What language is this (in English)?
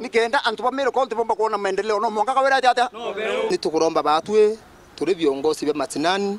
Meru